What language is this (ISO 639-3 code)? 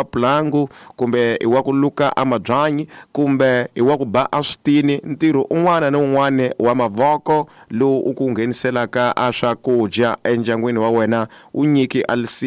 tso